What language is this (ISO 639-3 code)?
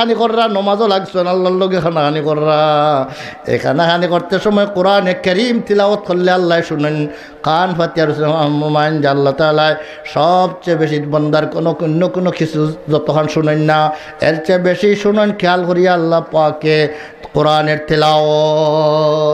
syl